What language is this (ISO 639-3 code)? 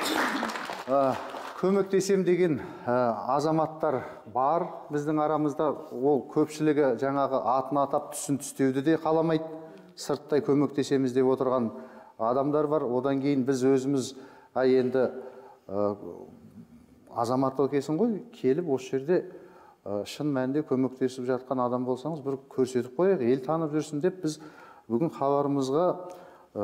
kaz